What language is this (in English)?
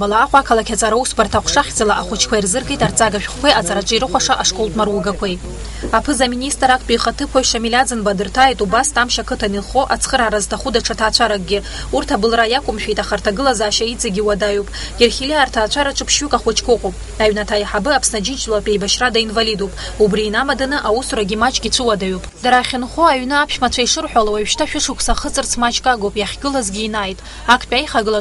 Abkhazian